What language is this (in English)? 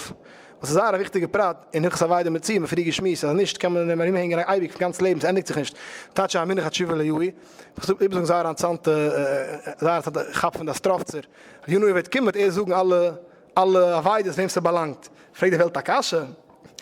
Yiddish